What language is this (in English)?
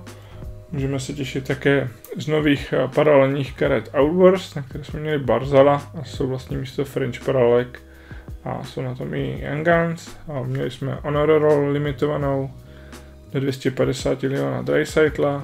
Czech